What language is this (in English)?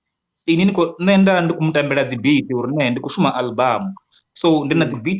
Venda